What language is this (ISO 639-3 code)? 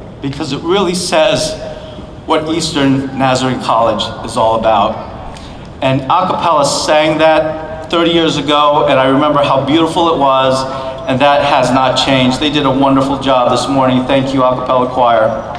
eng